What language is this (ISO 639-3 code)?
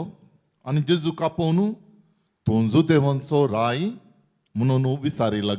kok